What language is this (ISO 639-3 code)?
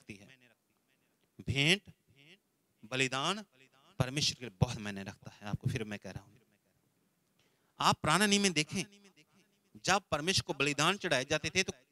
hin